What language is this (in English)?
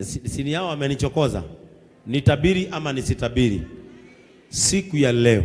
Swahili